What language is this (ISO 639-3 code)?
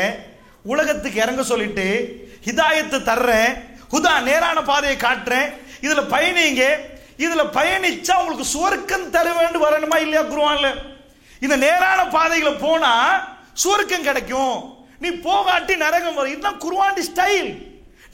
tam